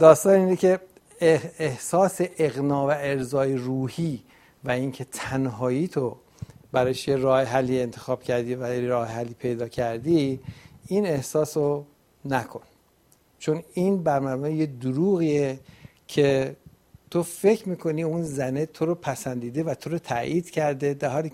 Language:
Persian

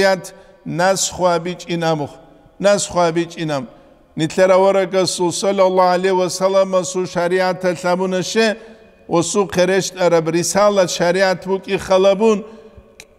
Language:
Avaric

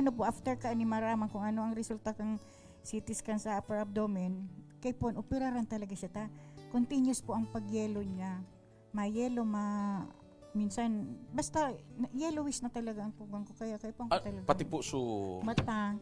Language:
Bikol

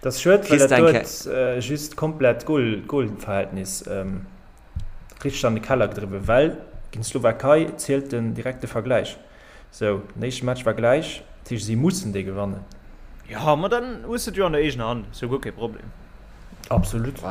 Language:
Luxembourgish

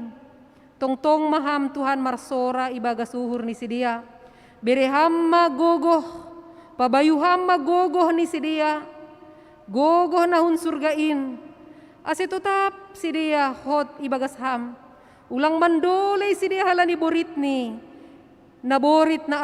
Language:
Batak Simalungun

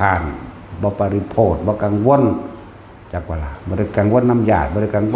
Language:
Northeastern Thai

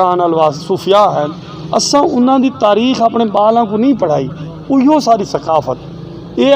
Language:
Saraiki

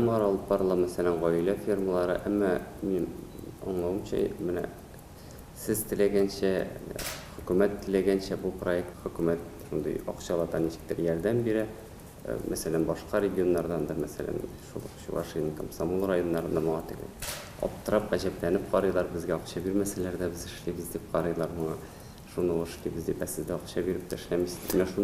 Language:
Tatar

